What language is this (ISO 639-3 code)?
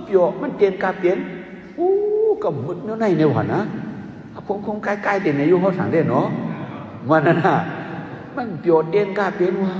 shn